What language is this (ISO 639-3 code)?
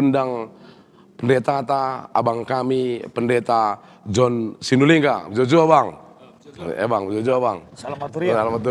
btx